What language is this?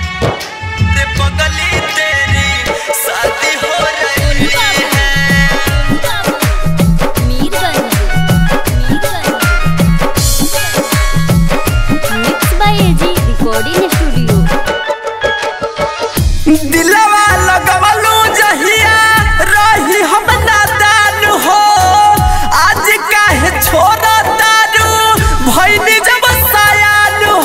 Bhojpuri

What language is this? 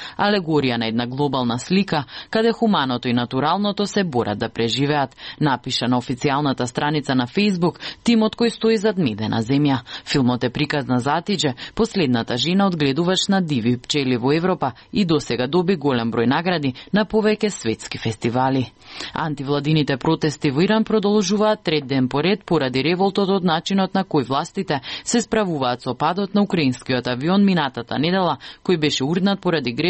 Macedonian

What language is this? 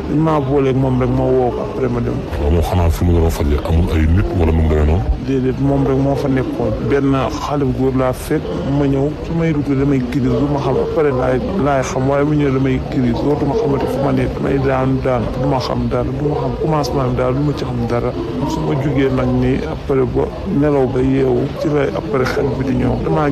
Wolof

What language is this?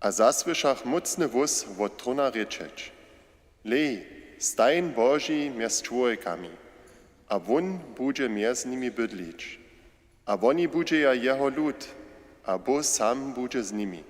Upper Sorbian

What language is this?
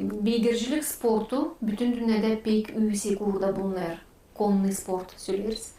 Gagauz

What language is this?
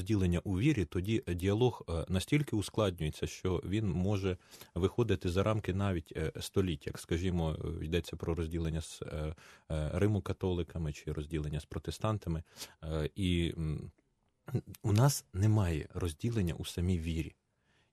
Ukrainian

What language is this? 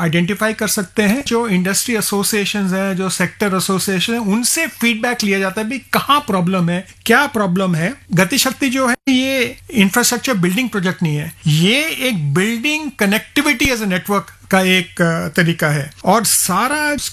Hindi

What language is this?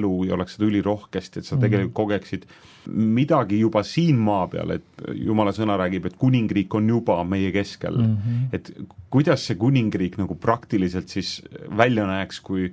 Estonian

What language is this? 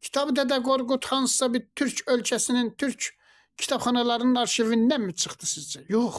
Azerbaijani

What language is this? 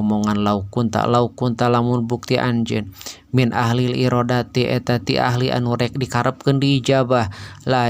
Sundanese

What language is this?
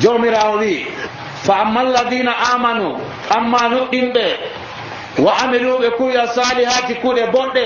Nigerian Fulfulde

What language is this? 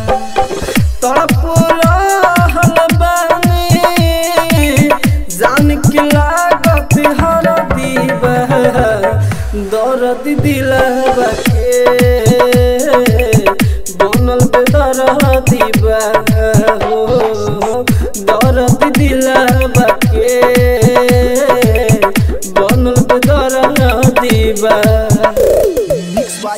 Bhojpuri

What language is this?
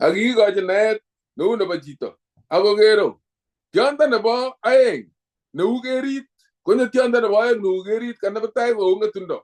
Kalenjin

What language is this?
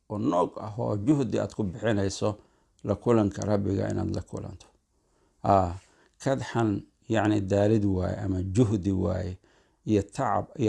Somali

